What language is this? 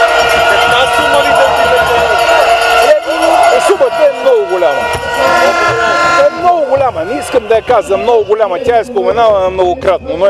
Bulgarian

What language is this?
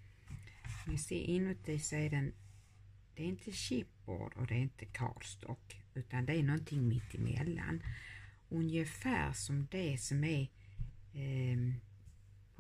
Swedish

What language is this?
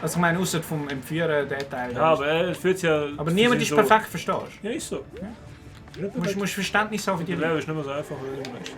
Swiss German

